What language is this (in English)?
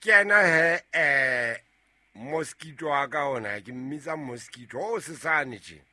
Southern Sotho